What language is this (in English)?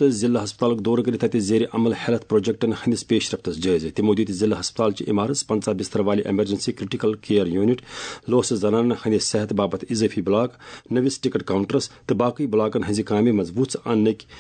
Kashmiri